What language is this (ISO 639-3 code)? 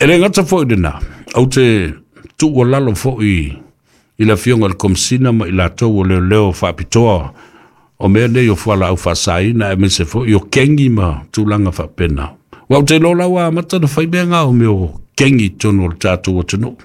smo